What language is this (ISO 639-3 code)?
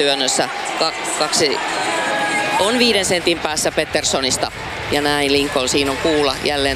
fin